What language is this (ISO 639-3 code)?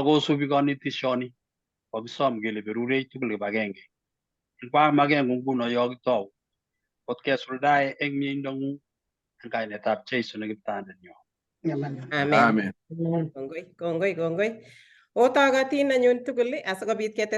kln